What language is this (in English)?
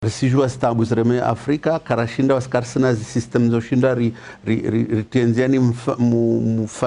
Ngazidja Comorian